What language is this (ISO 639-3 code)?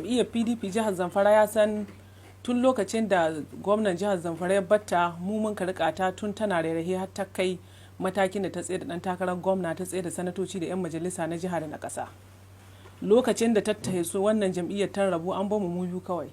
hau